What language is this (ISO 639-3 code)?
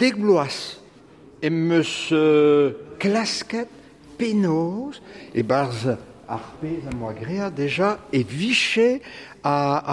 bre